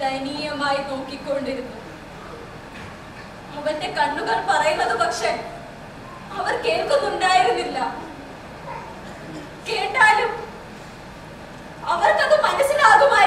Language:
Malayalam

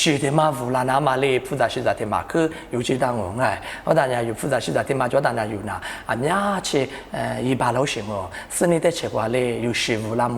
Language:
Lisu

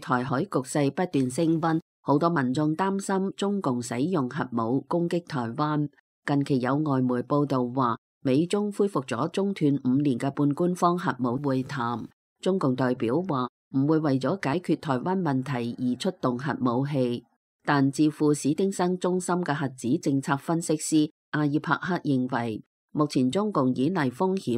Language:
Cantonese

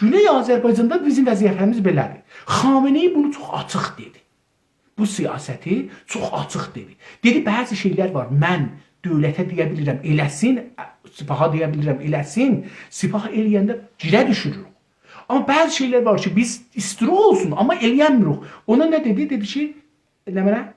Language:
South Azerbaijani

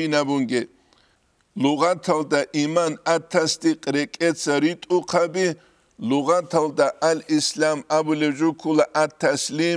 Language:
Avaric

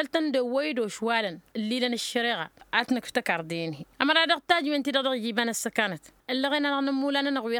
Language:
Tamasheq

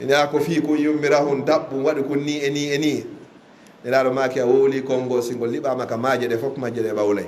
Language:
Fula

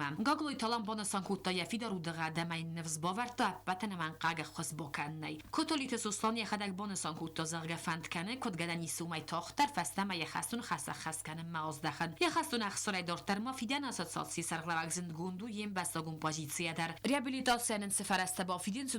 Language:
Ossetic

